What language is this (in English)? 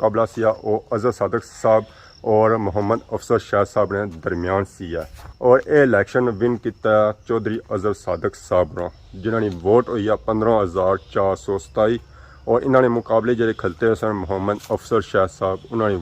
Pahari-Potwari